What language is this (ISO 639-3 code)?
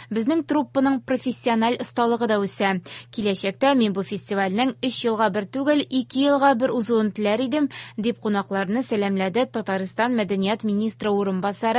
tat